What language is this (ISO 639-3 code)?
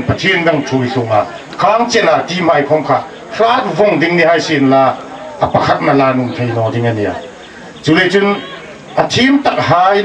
hmr